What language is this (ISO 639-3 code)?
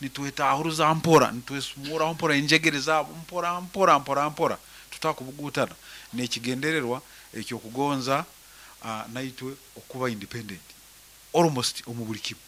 nyn